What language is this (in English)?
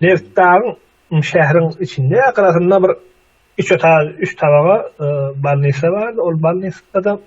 Turkmen